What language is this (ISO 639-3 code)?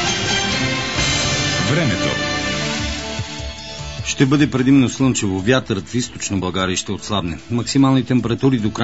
bul